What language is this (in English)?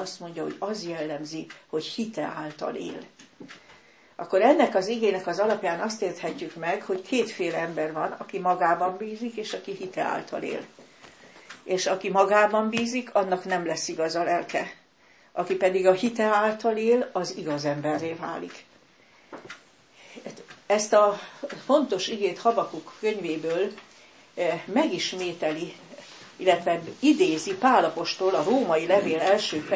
Hungarian